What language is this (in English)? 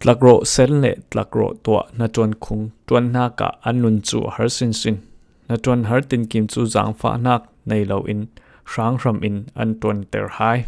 Falam Chin